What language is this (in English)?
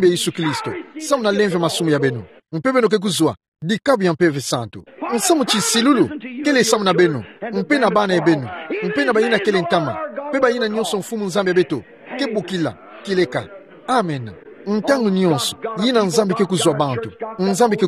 Kituba (Democratic Republic of Congo)